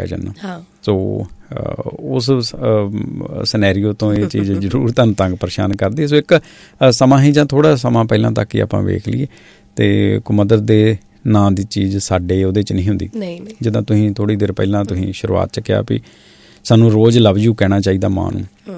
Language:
Punjabi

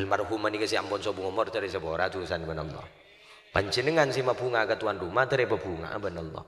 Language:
Madurese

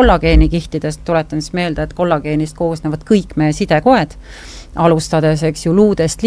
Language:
Estonian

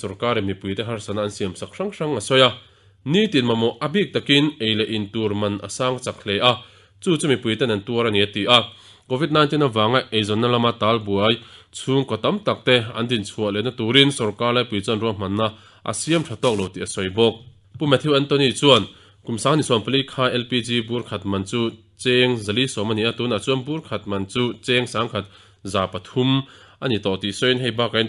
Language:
Mizo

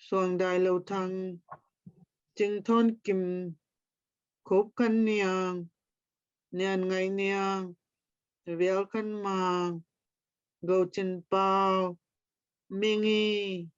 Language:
Tedim Chin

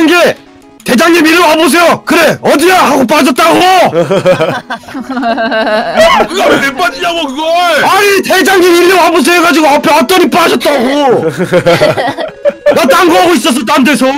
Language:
Korean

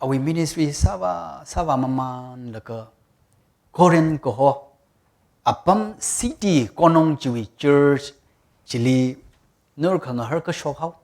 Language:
Tangkhul Naga (India)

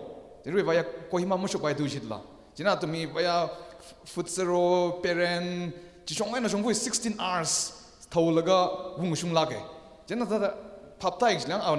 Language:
Tangkhul Naga (India)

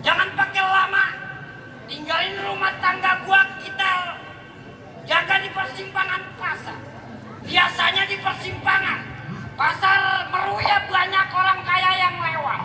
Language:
Betawi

